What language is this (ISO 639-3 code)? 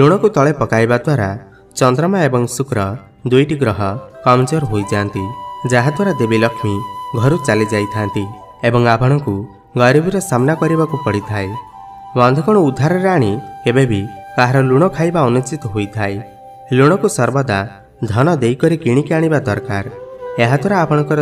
ori